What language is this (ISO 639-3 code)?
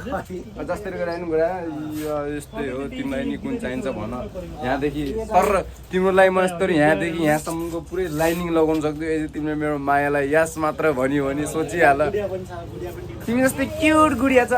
nep